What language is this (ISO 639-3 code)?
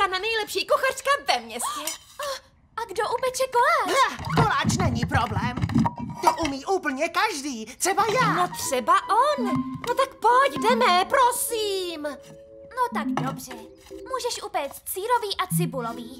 ces